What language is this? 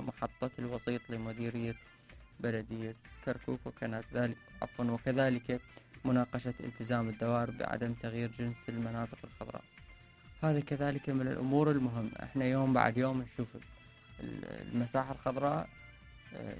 Mesopotamian Arabic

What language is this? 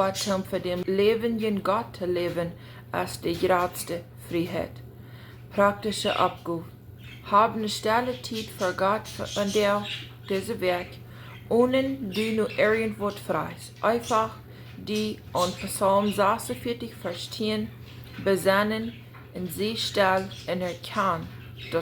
Plautdietsch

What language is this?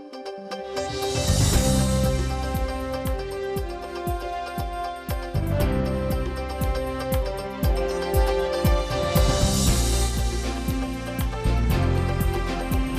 Udmurt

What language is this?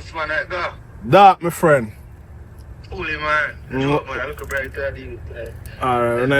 Jamaican Creole English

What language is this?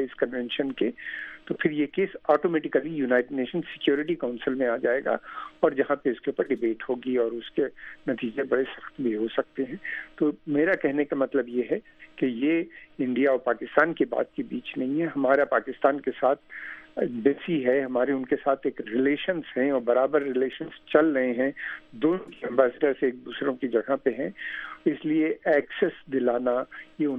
Urdu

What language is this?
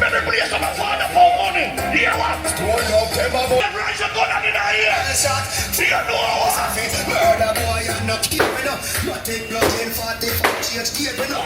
Jamaican Creole English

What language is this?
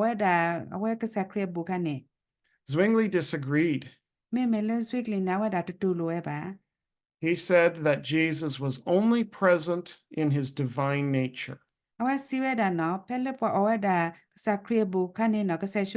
S'gaw Karen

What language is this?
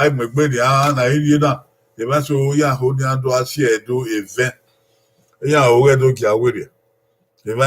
Bini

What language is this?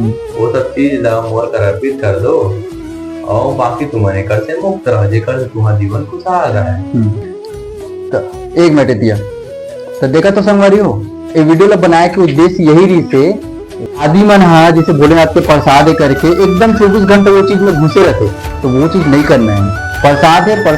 Chhattisgarhi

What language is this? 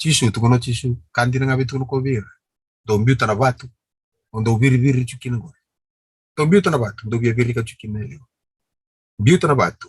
Fijian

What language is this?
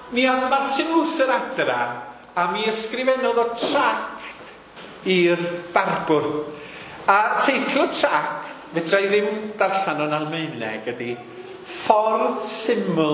Welsh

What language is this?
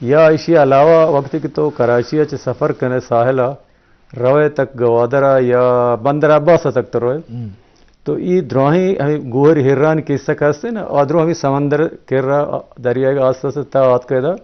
Eastern Balochi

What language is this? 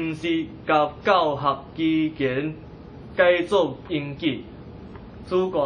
Min Nan Chinese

